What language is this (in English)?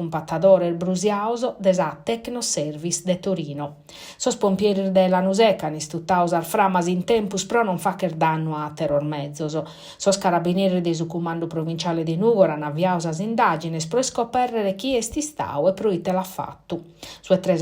Sardinian